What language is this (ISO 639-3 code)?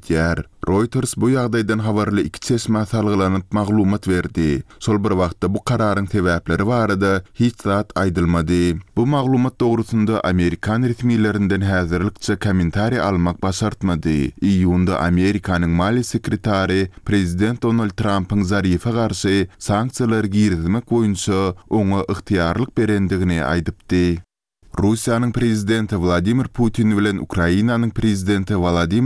tuk